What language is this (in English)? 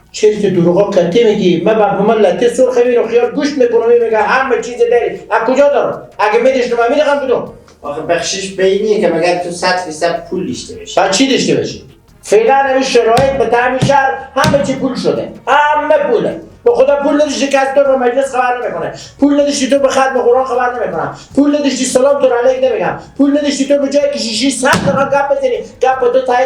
Persian